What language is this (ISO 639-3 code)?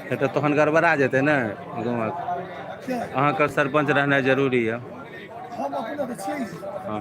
mai